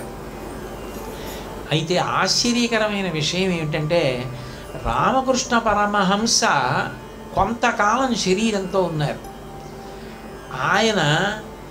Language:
Telugu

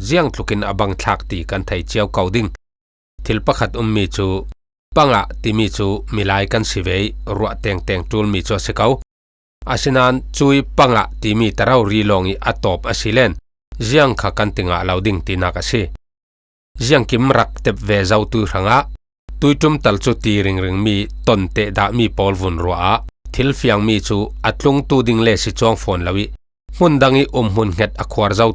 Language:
Falam Chin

